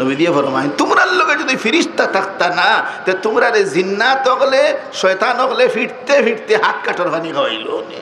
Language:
Sylheti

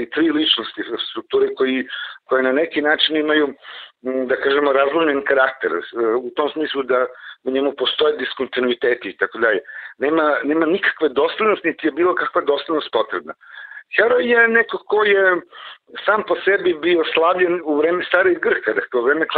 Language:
Serbian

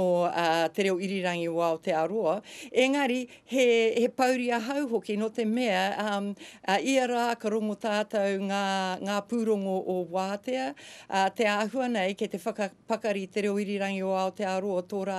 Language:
Māori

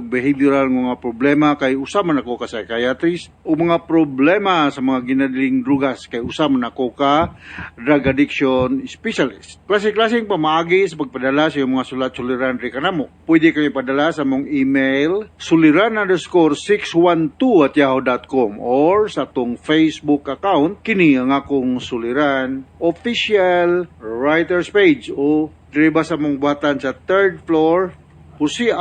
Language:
Cebuano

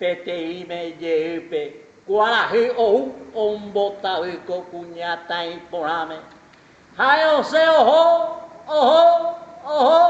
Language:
Guarani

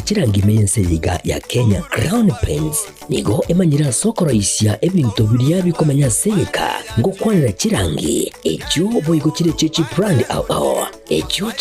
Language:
Gusii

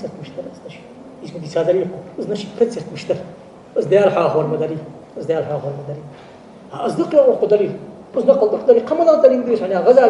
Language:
Ingush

